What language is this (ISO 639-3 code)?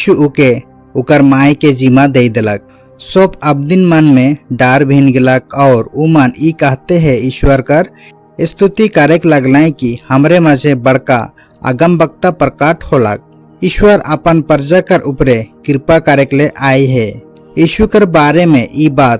sck